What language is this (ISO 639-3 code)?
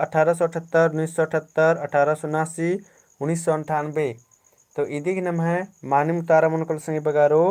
kru